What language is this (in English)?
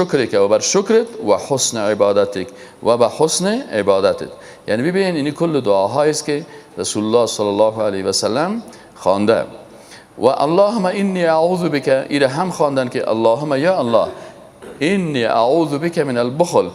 Persian